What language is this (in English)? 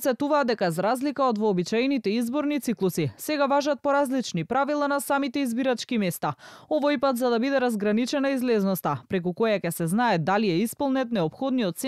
Macedonian